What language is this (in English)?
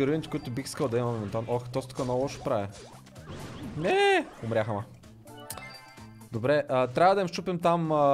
Bulgarian